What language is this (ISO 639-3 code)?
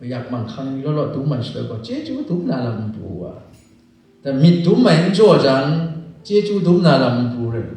kac